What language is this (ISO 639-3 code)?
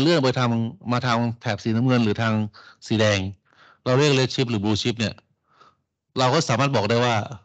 tha